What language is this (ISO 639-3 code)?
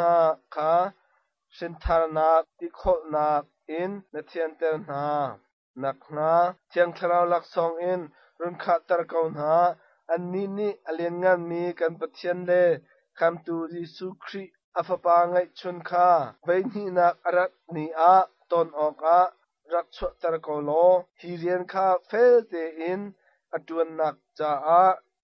cnh